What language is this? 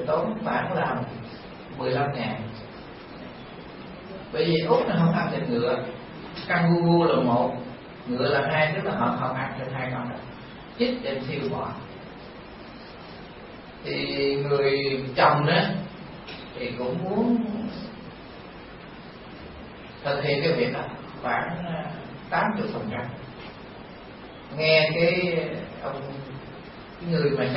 Vietnamese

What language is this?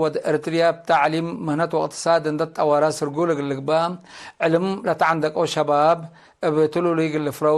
Tigre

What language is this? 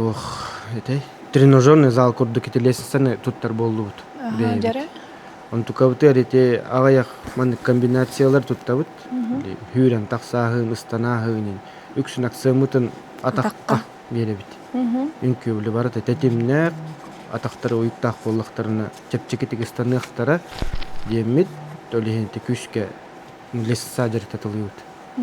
Yakut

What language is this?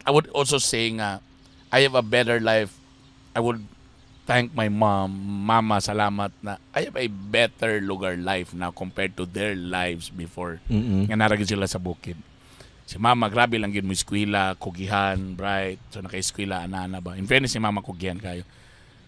Cebuano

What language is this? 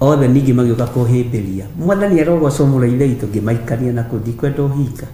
Kikuyu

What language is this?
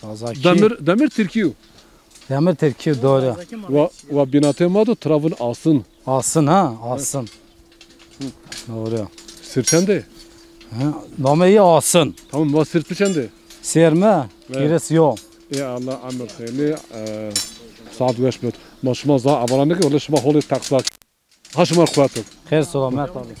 Zaza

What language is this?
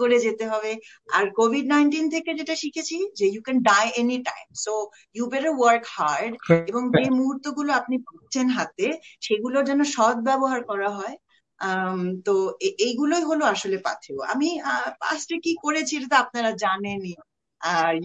Bangla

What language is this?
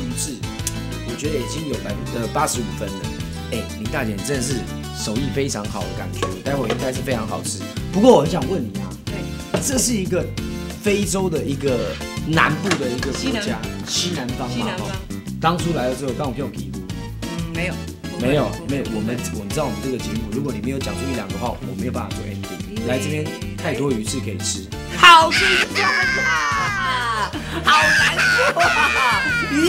Chinese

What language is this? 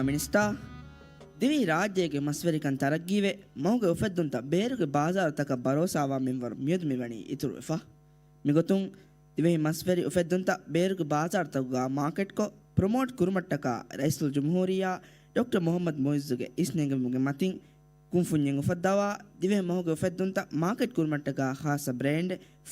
Divehi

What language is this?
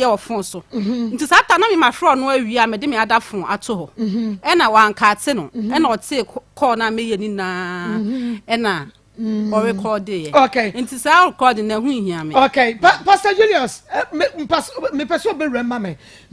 Akan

